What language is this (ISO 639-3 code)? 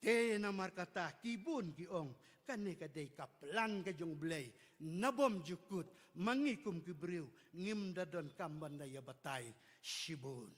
kha